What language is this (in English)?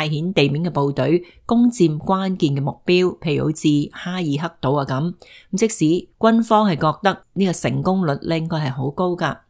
Cantonese